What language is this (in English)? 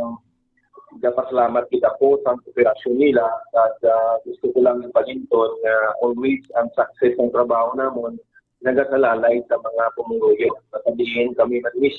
Hiligaynon